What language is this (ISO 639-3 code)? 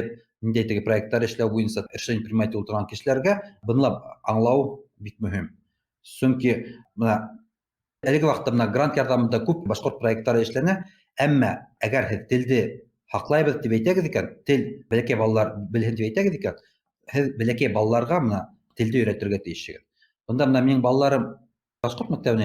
bak